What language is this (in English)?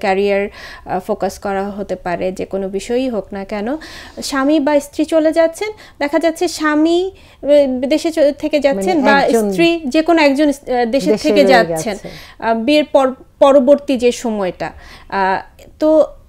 Bangla